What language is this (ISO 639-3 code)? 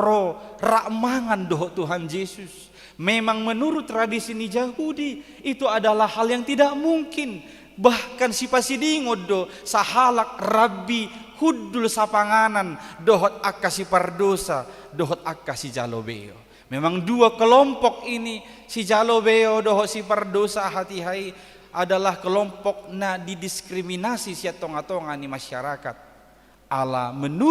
bbc